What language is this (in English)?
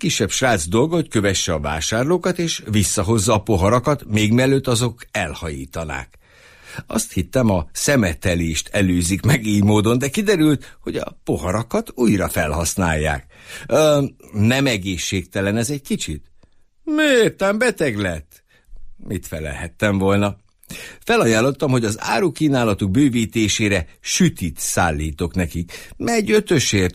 Hungarian